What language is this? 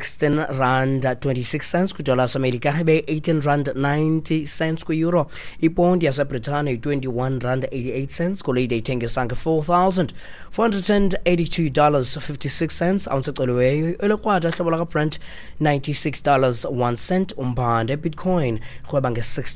Xhosa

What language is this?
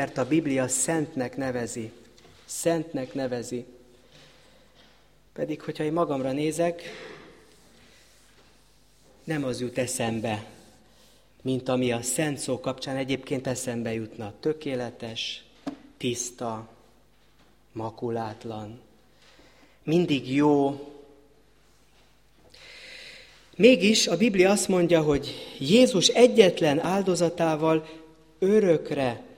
Hungarian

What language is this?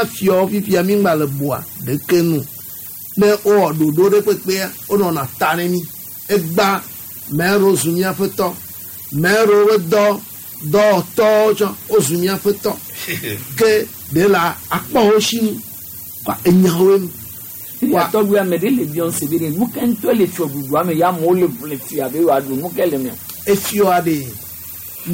Gen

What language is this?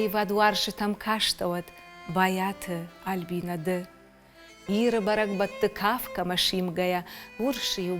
Ossetic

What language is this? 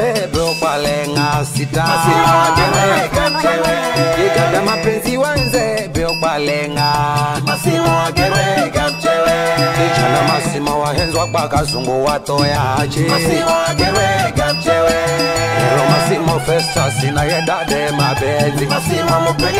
Swahili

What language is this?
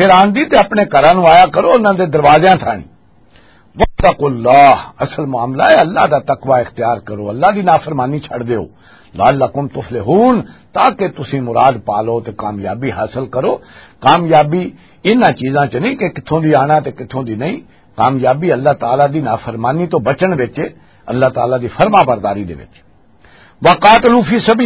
Western Panjabi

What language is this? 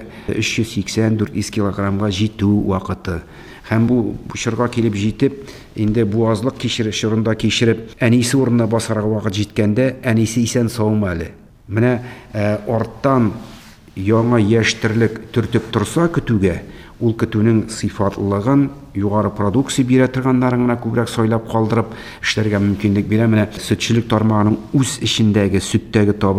Tatar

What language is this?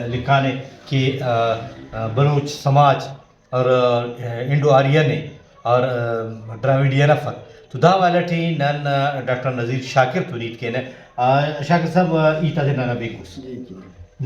Brahui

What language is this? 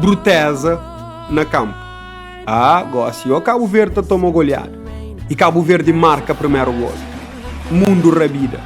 Kabuverdianu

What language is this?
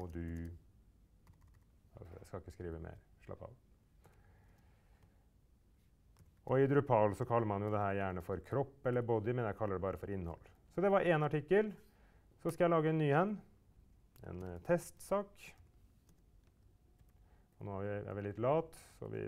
Norwegian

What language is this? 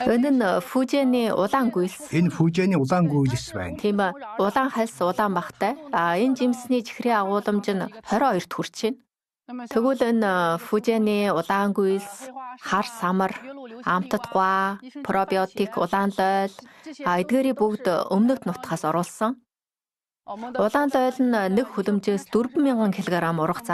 Mongolian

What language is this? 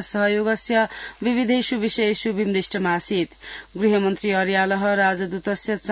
Sanskrit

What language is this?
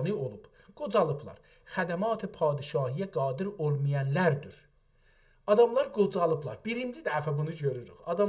South Azerbaijani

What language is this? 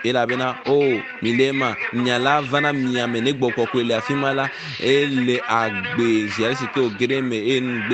Ewe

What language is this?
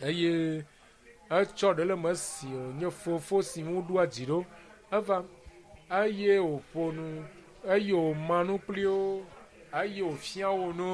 Ewe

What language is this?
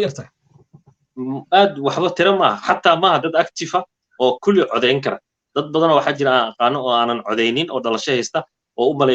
Somali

